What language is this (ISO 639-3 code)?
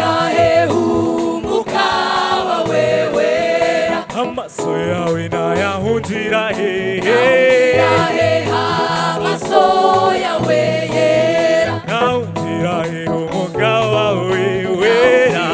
kin